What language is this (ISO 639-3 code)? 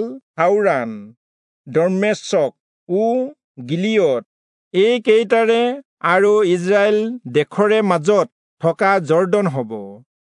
asm